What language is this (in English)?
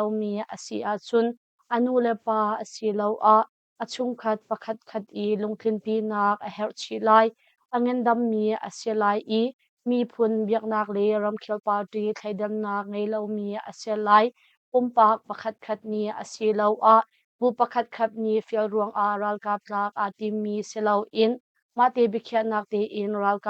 Hakha Chin